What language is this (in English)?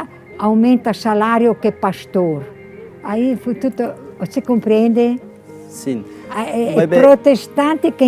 Tetum